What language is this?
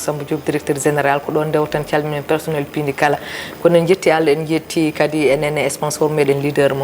Fula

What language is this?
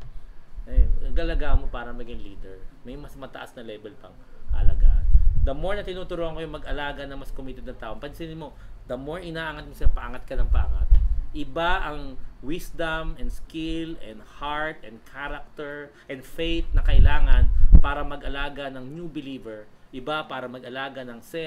Filipino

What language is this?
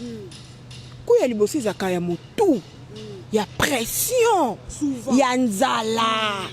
Lingala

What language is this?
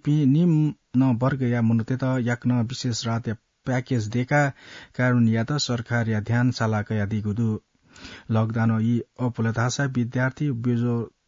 Newari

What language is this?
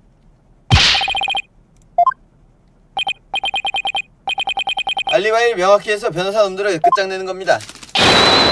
Korean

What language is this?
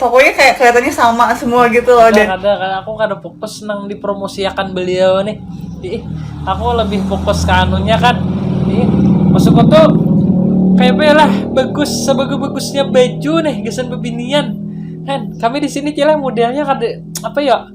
Banjar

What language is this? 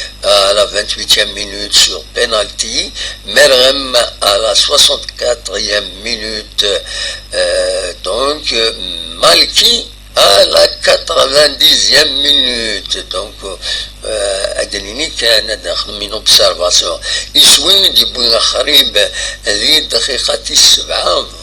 Kabyle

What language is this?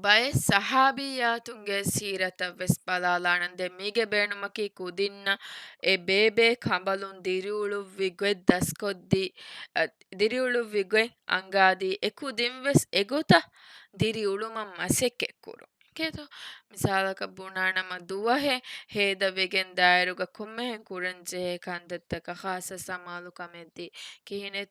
Divehi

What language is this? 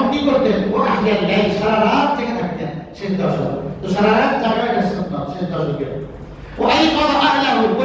Bangla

